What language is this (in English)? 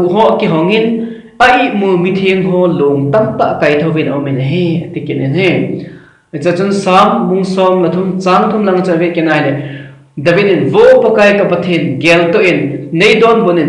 Thado Chin